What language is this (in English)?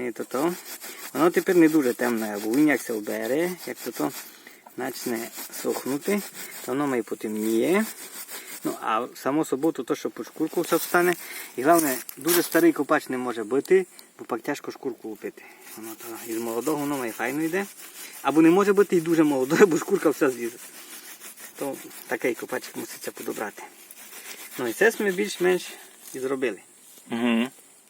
Rusyn